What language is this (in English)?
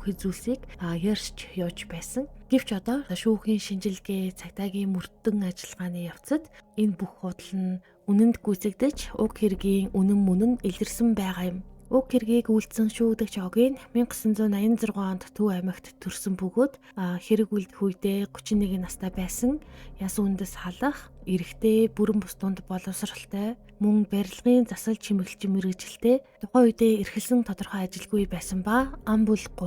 Mongolian